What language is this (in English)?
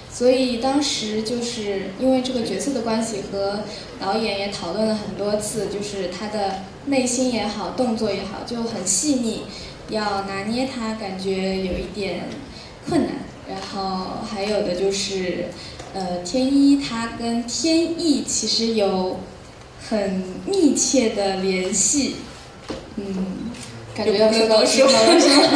Chinese